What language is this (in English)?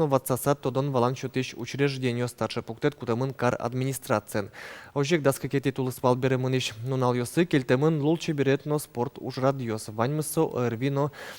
Udmurt